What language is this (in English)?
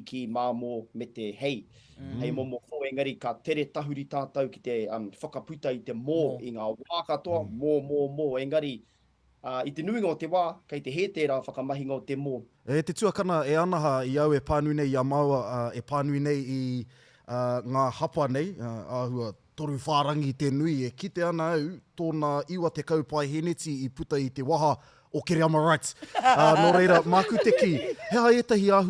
Māori